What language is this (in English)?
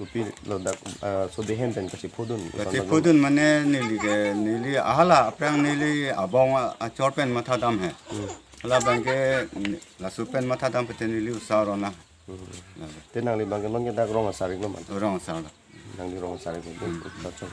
Karbi